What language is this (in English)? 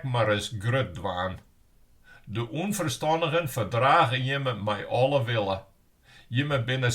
Western Frisian